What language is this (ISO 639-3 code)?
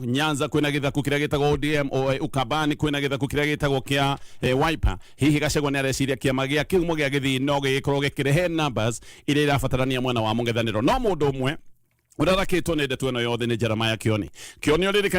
kik